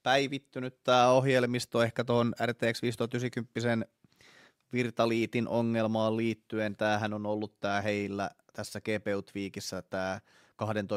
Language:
Finnish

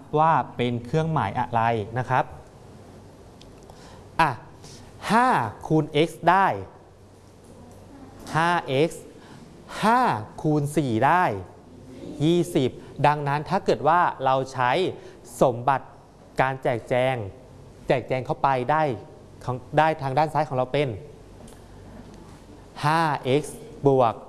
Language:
Thai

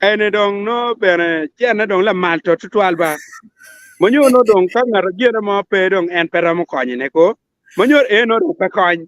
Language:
Acoli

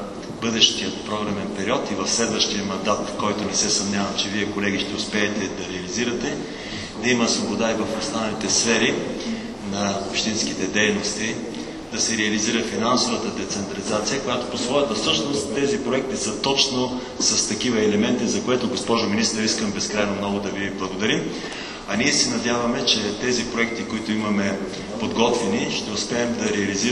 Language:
Bulgarian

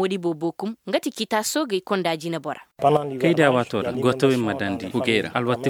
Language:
Koyraboro Senni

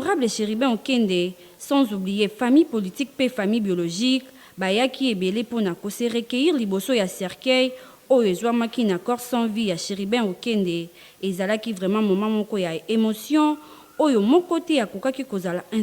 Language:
Lingala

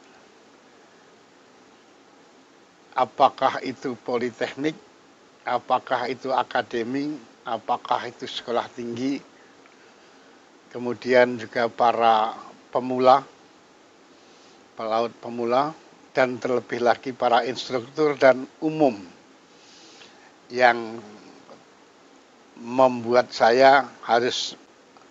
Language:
Indonesian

